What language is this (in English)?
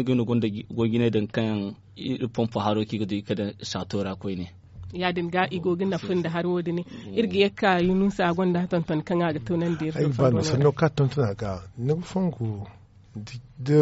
Zarma